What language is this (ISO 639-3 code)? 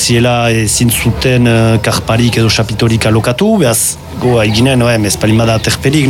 eus